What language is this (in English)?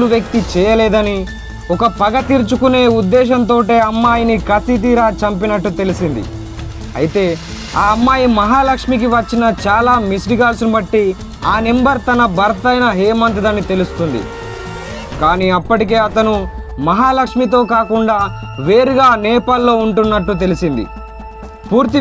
Telugu